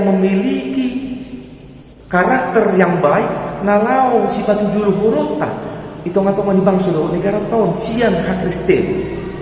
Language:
Batak Toba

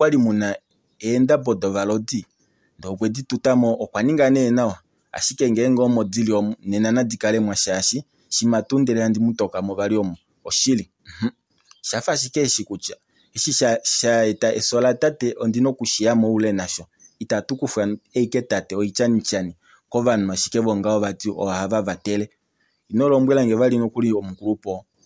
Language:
Kuanyama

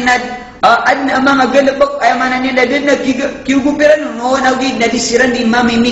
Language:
Maranao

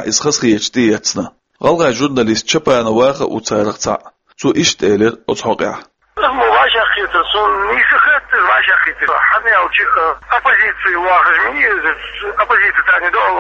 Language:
Chechen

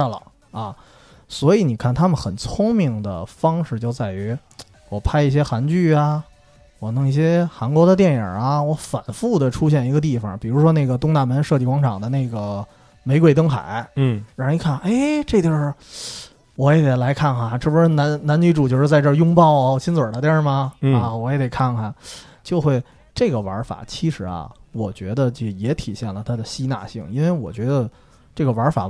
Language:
Chinese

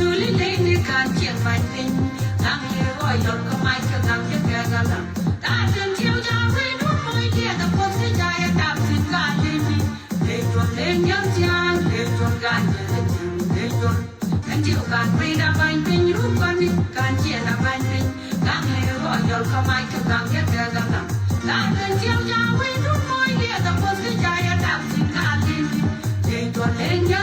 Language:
Nuer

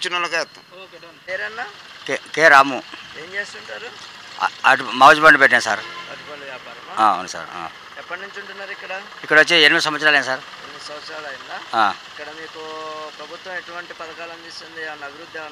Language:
Telugu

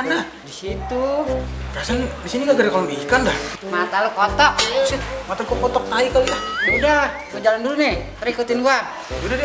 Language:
Betawi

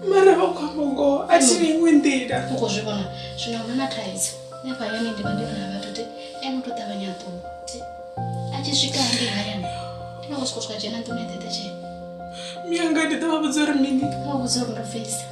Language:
Venda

